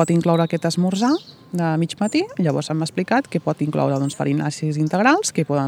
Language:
Catalan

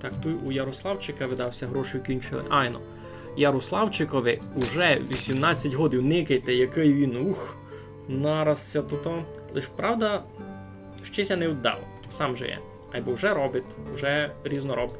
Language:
Rusyn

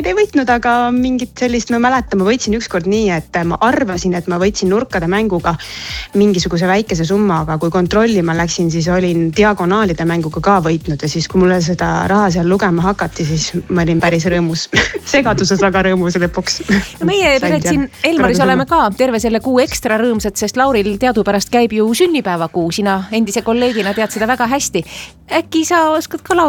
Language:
Estonian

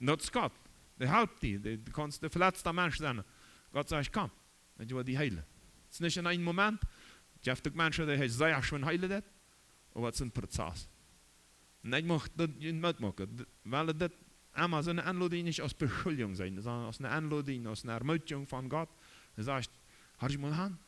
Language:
Plautdietsch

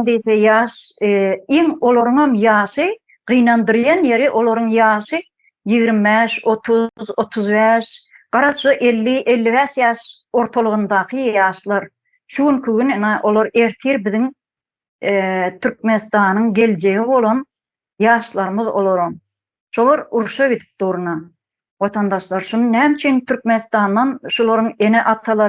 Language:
Turkmen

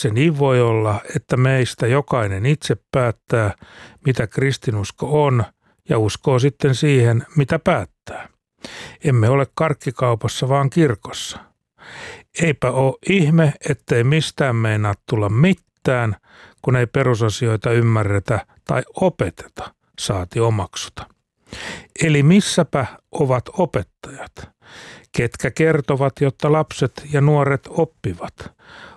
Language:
Finnish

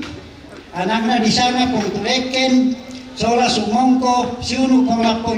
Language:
Toraja-Sa'dan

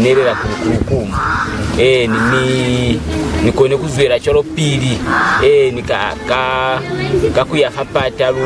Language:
Lozi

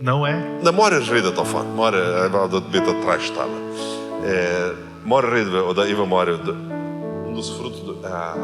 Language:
Plautdietsch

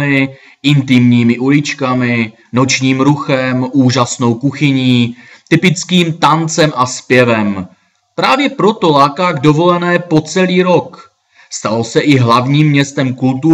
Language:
Czech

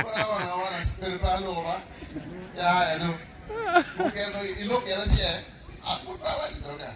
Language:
Acoli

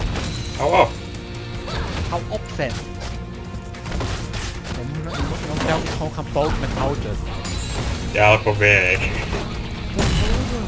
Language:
Dutch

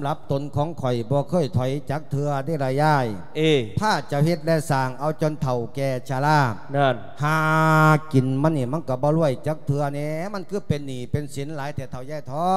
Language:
Lao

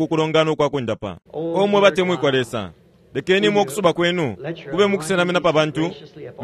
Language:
Bemba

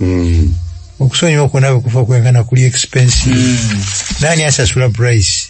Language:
Ganda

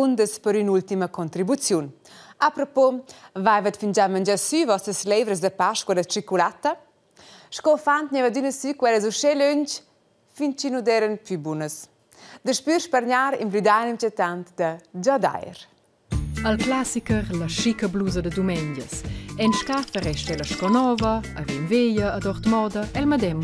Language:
Romansh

